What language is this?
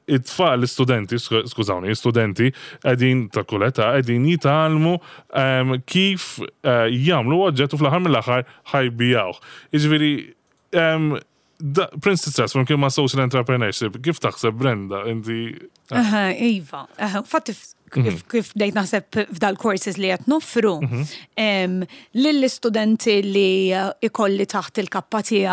Maltese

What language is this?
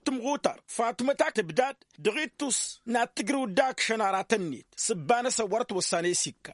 Tamasheq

